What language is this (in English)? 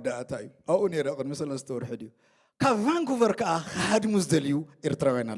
Tigrinya